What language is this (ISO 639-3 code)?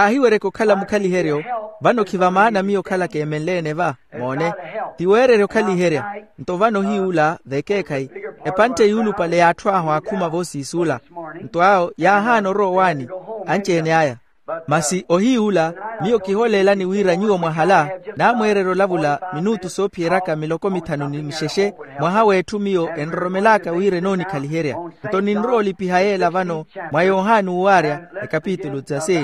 vmw